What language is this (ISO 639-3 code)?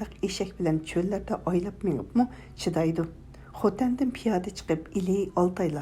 uig